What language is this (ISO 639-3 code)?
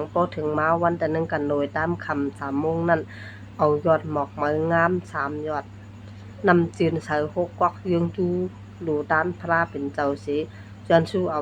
shn